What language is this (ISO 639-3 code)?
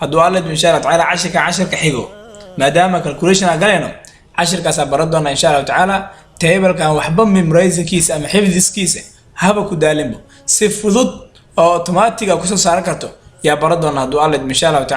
som